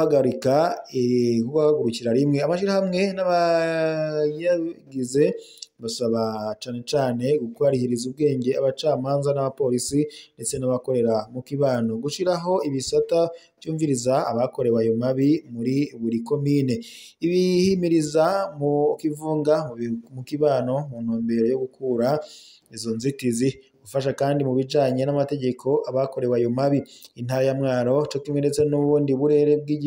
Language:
Rundi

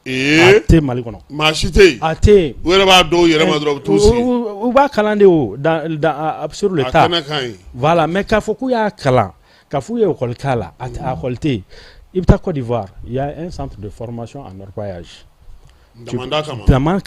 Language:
Bambara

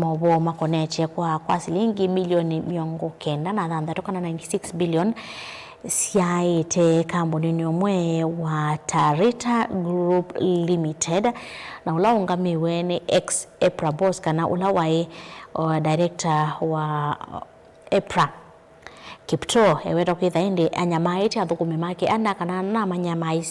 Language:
Kamba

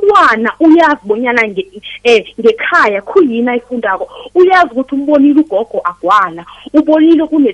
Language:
South Ndebele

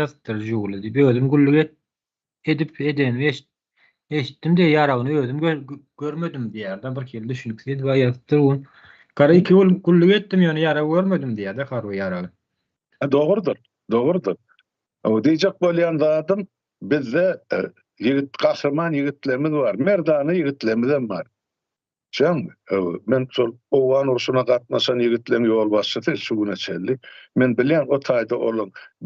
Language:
Turkmen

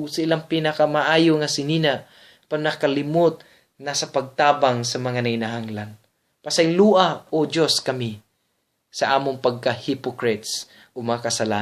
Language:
Cebuano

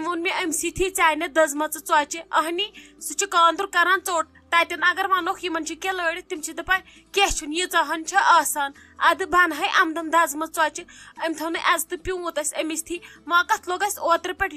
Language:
Kashmiri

